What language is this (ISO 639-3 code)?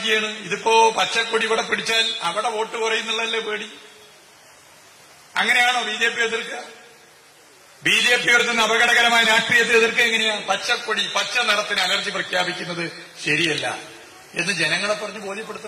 mal